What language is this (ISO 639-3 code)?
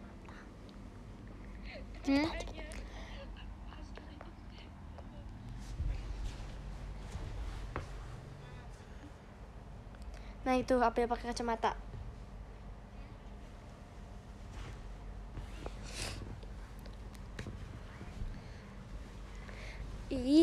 ind